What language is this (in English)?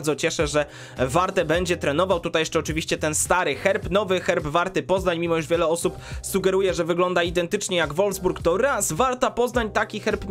Polish